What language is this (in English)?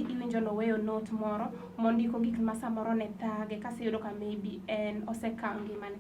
Luo (Kenya and Tanzania)